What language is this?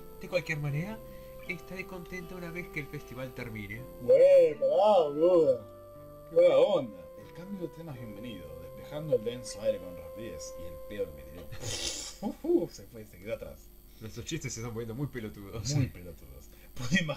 Spanish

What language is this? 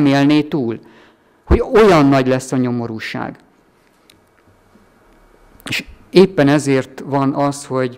Hungarian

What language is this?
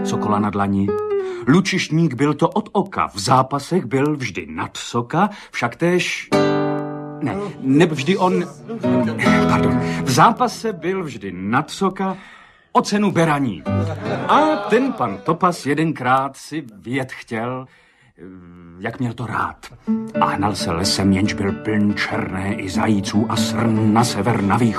Czech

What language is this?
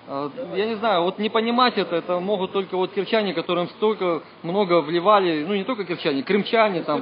Russian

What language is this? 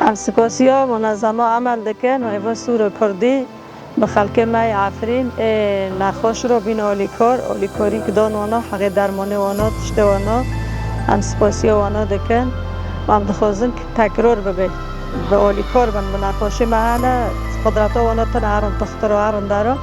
Kurdish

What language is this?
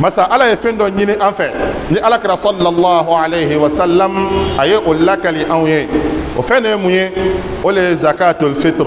Bambara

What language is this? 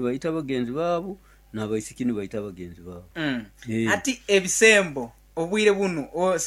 Nyoro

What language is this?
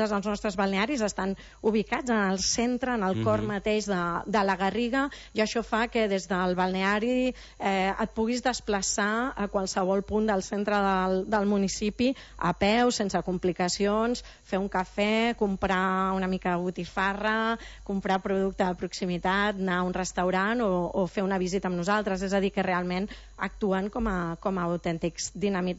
Catalan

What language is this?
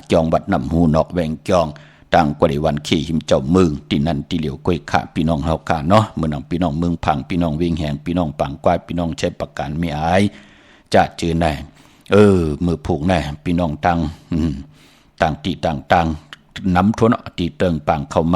Shan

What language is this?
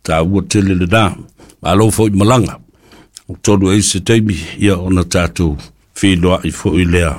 Samoan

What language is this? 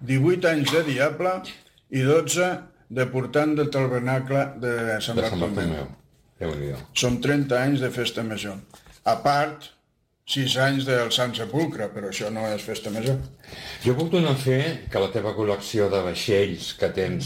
Catalan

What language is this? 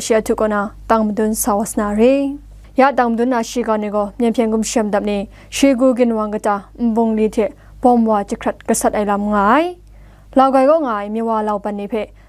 Kachin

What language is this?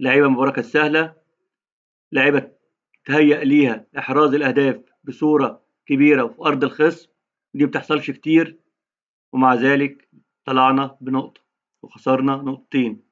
Egyptian Arabic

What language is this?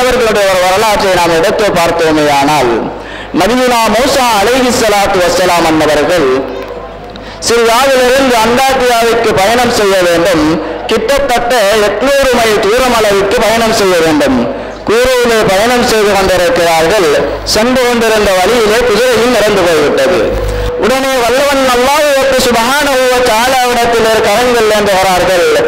Tamil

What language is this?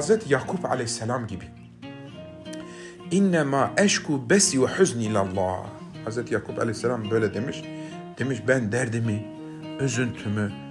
Turkish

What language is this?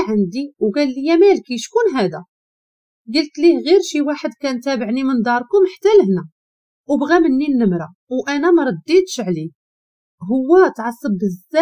Moroccan Arabic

